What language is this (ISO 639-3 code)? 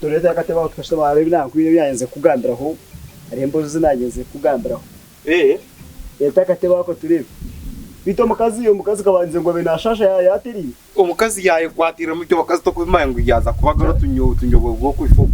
nyn